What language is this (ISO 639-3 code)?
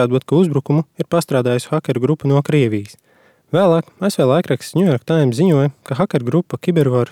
lav